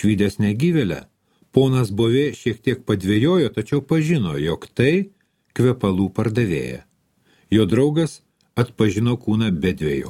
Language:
Lithuanian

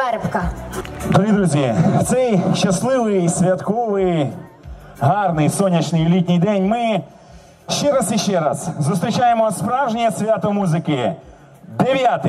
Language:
Ukrainian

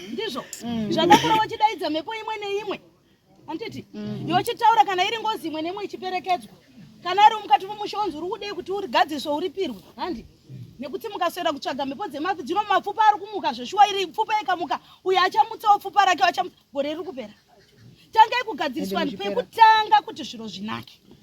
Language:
Shona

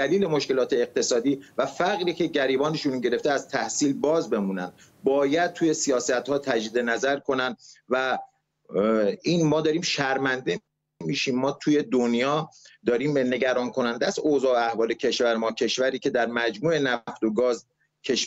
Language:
Persian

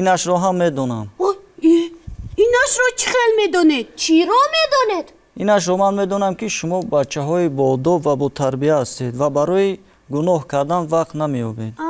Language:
Tajik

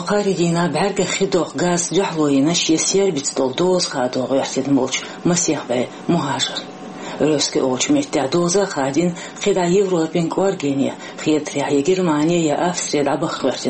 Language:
Chechen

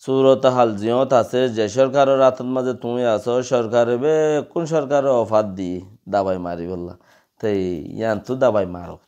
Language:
Rohingya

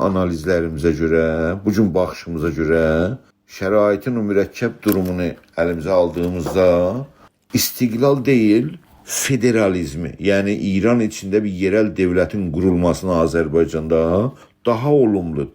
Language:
South Azerbaijani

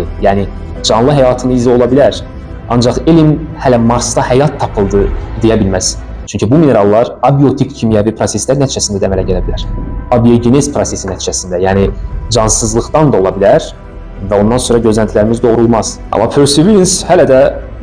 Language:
Azerbaijani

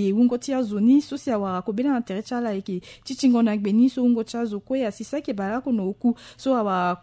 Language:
Sango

